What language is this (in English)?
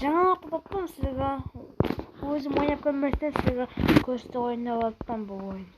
Kara-Kalpak